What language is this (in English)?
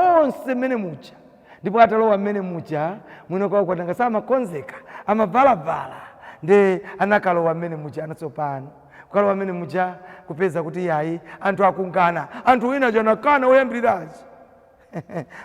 Nyanja